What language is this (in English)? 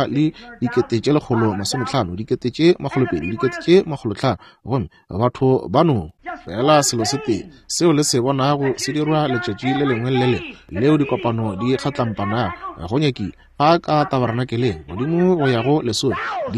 Northern Sotho